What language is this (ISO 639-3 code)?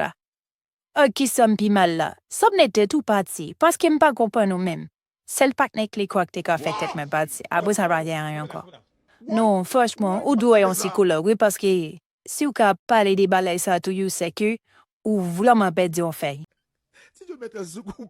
hat